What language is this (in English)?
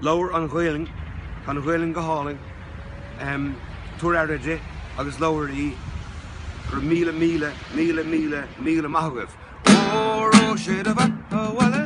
Irish